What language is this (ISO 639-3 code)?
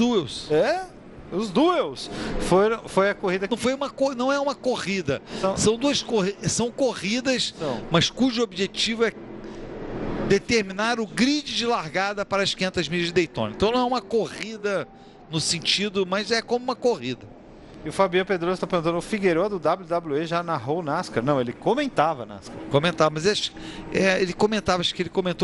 por